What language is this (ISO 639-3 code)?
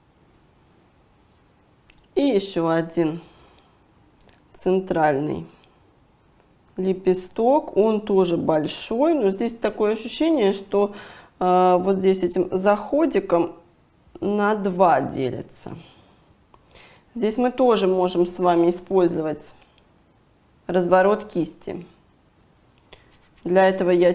rus